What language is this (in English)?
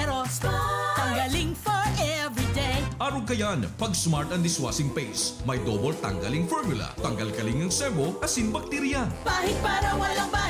Bikol